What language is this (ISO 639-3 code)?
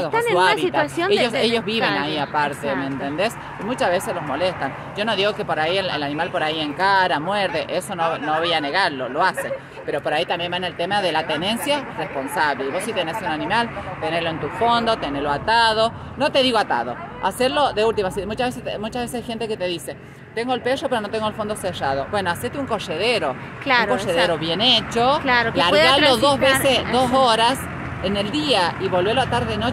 spa